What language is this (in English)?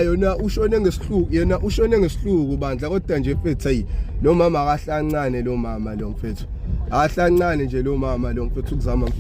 Zulu